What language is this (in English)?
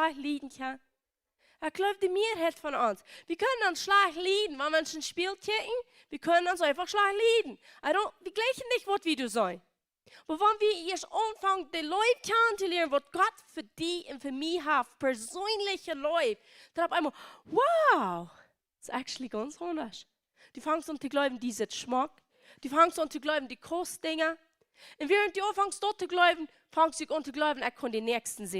Plautdietsch